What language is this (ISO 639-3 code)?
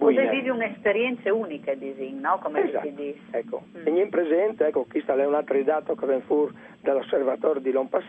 fur